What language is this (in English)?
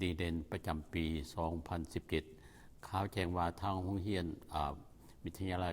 Lao